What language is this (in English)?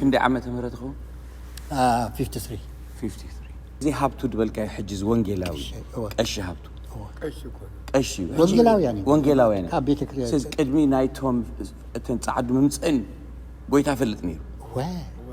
Tigrinya